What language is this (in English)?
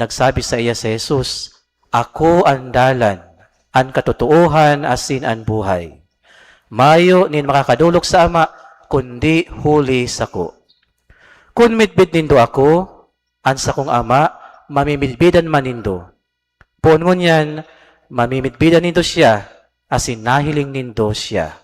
Bikol